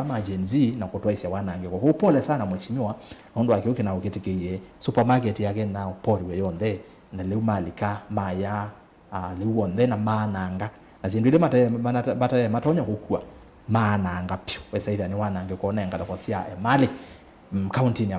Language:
Kamba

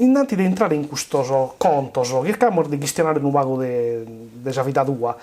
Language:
Sardinian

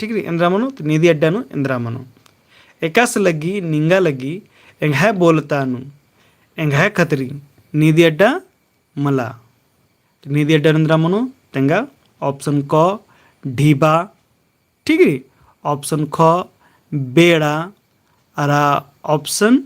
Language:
Kurukh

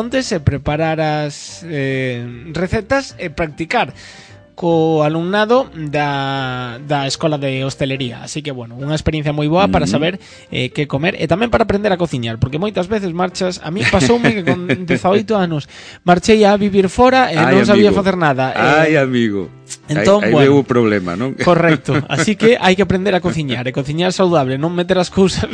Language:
Galician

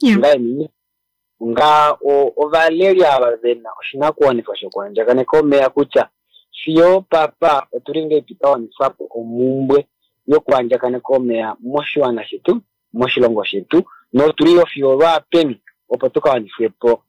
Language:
Kuanyama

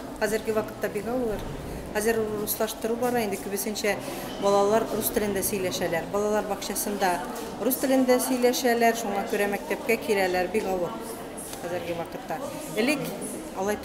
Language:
Tatar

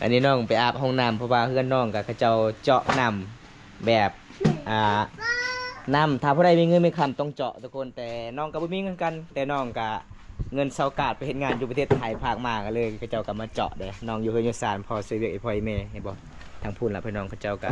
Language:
Lao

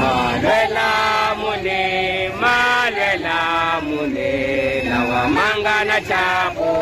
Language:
Tsonga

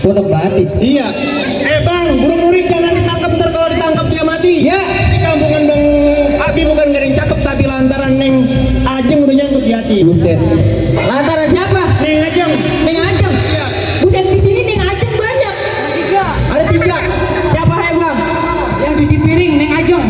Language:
Betawi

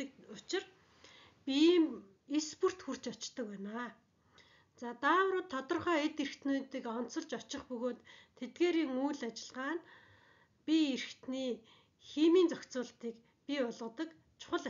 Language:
Mongolian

